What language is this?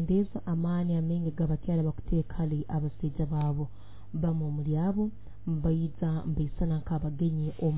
Nyoro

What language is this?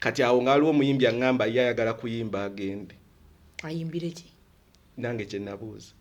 Ganda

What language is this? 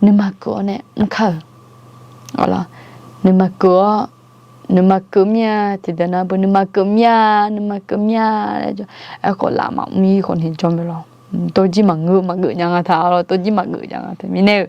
Akha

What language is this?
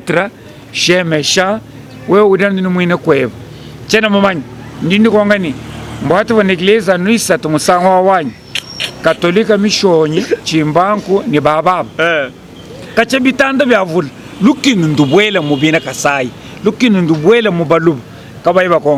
Luba-Lulua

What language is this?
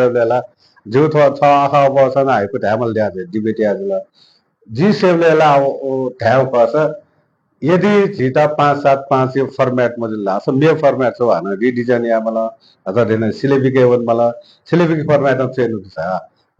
Newari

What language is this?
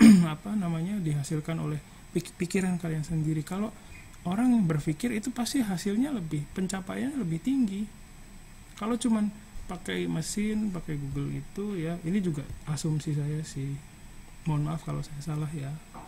Indonesian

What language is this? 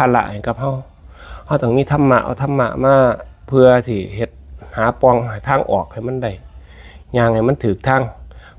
Northeastern Thai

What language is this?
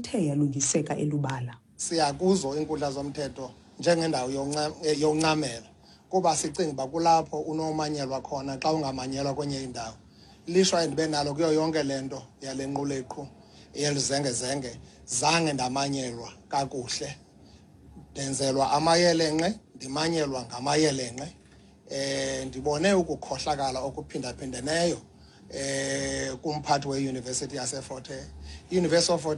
Xhosa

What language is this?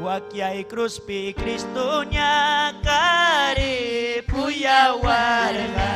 Ayacucho Quechua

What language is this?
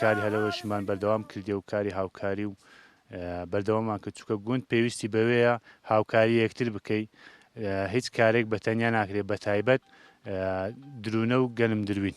Central Kurdish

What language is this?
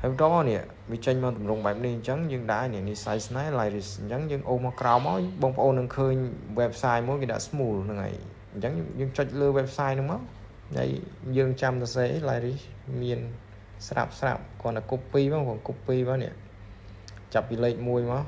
Khmer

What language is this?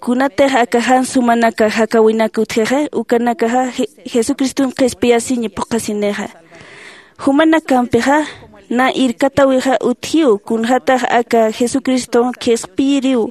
Aymara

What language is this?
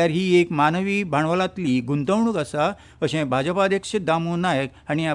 Konkani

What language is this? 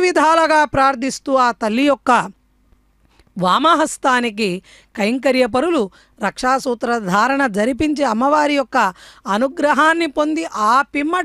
Telugu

